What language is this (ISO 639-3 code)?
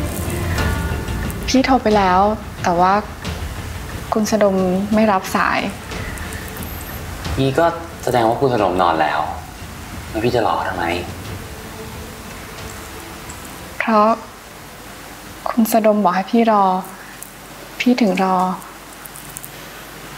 tha